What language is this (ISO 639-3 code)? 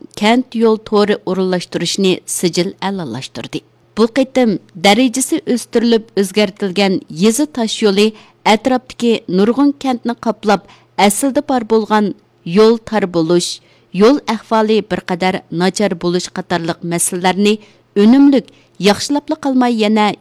uig